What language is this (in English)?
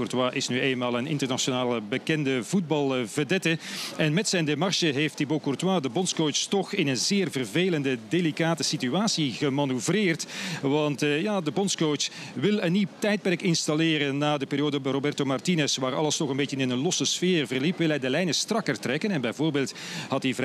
Dutch